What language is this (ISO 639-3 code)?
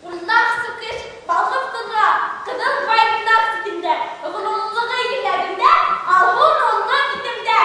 bak